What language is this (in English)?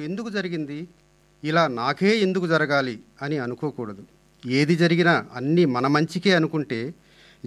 Telugu